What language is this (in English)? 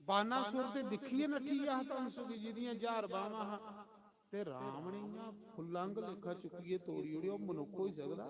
Dogri